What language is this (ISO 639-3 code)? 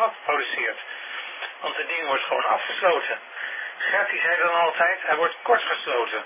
nld